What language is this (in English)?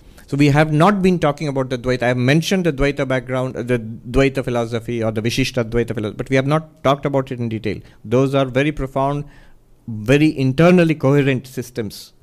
English